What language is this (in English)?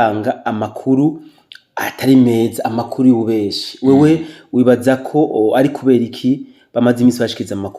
Rundi